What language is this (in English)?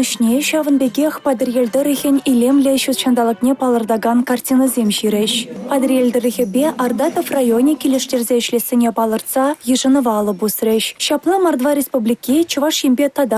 Chuvash